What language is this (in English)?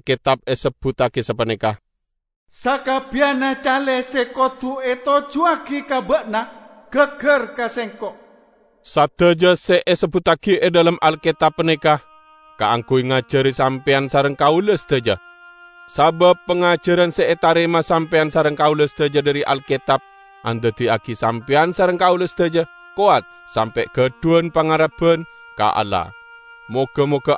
Madurese